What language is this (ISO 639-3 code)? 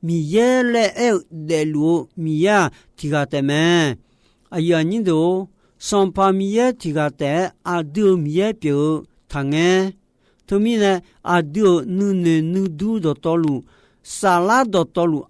ahk